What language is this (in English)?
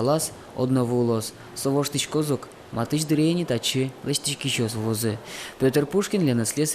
Udmurt